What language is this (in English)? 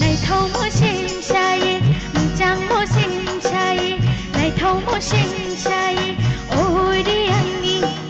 Kok Borok